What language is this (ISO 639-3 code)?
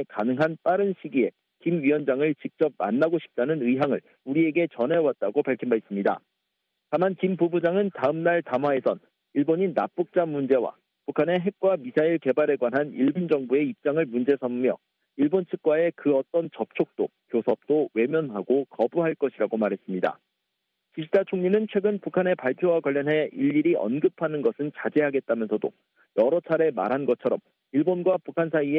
kor